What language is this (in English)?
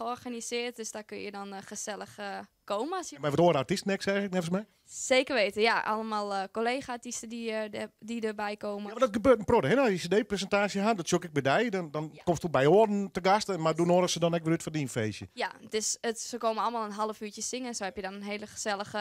Western Frisian